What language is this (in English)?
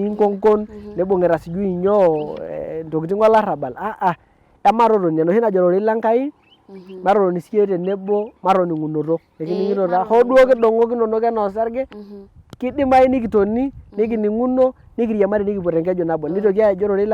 Masai